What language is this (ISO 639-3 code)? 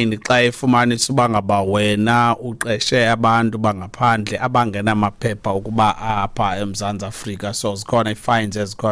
xho